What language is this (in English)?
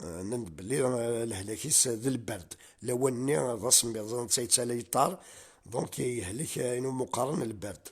Kabyle